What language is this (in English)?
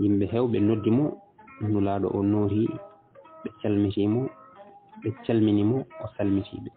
Fula